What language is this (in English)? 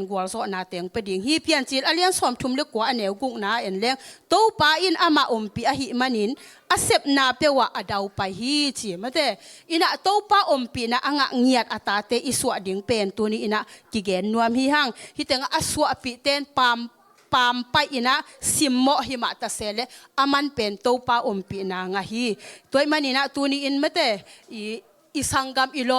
Tedim Chin